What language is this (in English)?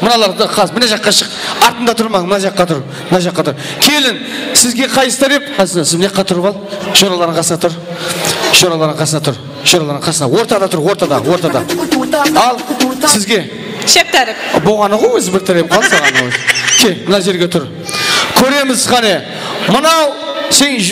Kara-Kalpak